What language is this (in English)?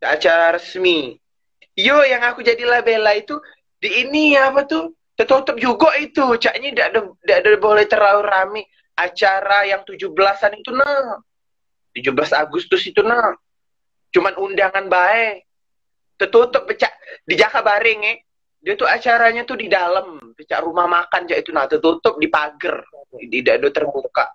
Musi